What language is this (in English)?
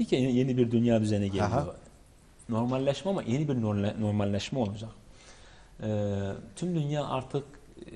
Turkish